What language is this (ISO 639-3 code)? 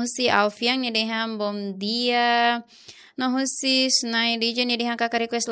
tet